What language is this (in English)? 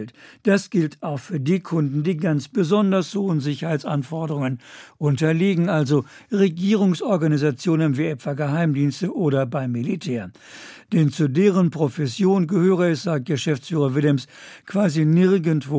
German